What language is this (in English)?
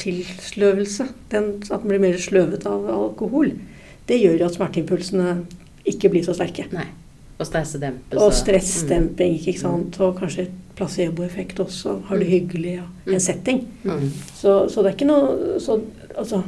Norwegian